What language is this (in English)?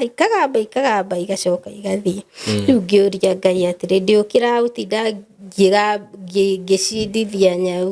Kikuyu